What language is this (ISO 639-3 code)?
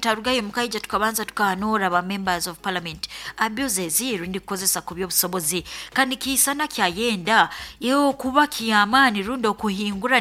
nyo